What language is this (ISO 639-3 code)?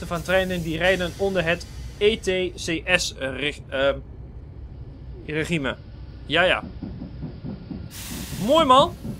nld